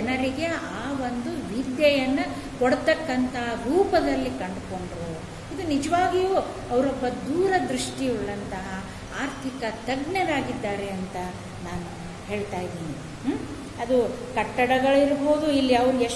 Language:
Kannada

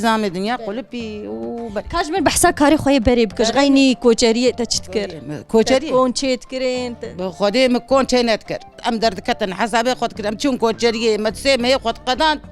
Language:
Kurdish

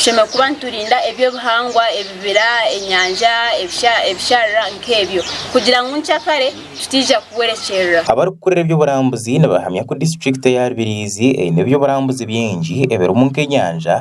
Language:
Nyankole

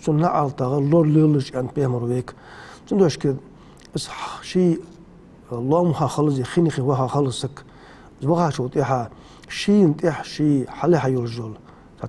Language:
Ingush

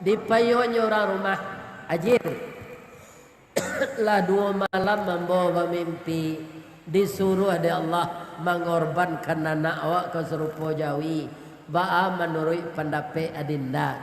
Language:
Minangkabau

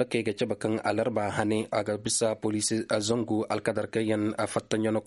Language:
Koyraboro Senni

